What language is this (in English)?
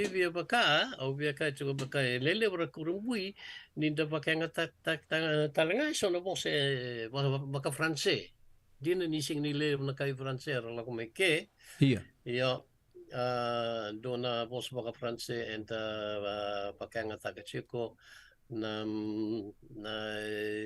Fijian